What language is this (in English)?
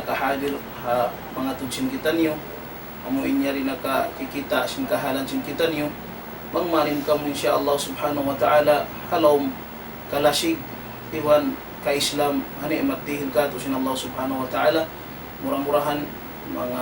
Tausug